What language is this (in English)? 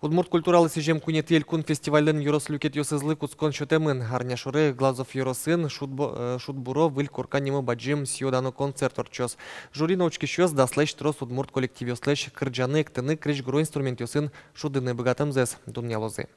Udmurt